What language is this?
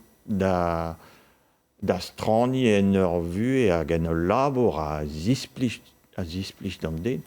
Breton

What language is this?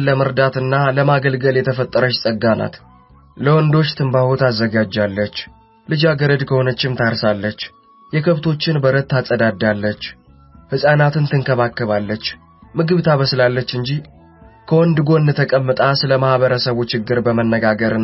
Amharic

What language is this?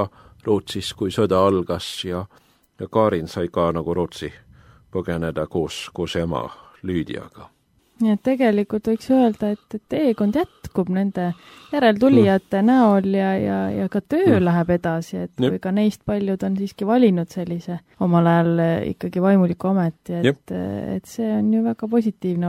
Estonian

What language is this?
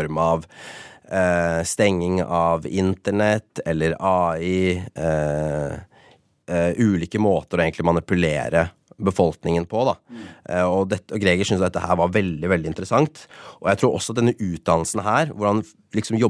Norwegian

